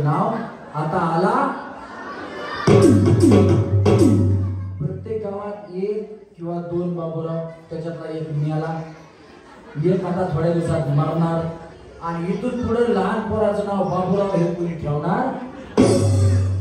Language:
Marathi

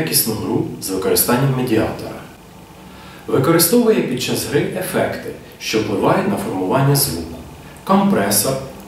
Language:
Ukrainian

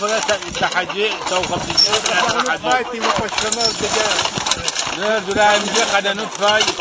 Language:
Adyghe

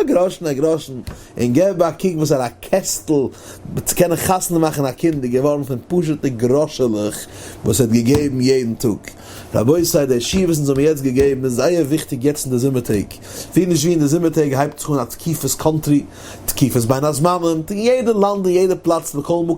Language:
Yiddish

